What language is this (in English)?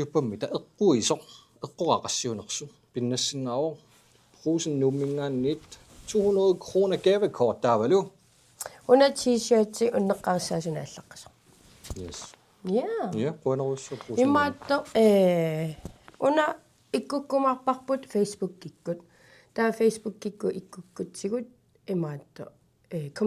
Kalaallisut